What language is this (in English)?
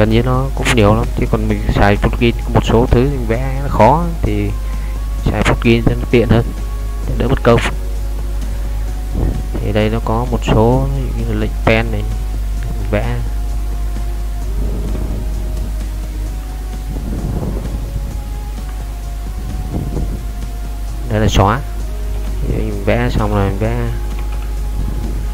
Vietnamese